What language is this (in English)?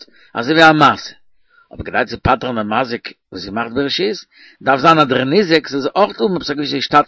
Yiddish